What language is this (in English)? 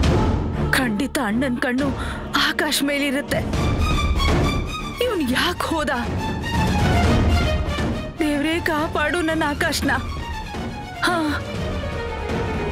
Kannada